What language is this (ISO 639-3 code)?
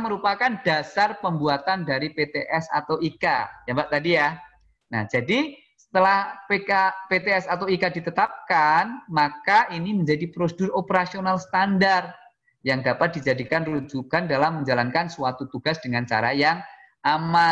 ind